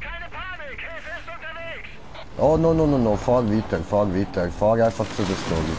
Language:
Swiss German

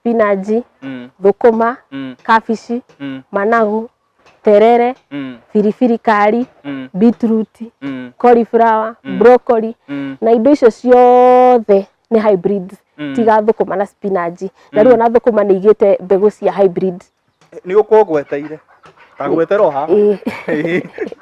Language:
Kikuyu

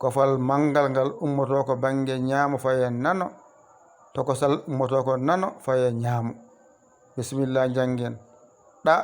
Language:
Fula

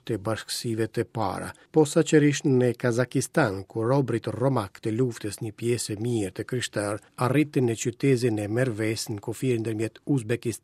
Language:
Albanian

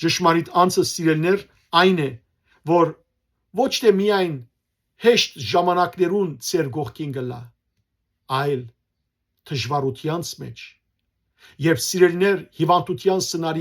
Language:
Western Armenian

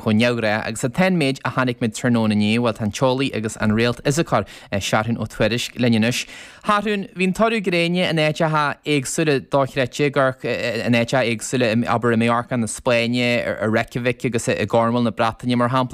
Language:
Irish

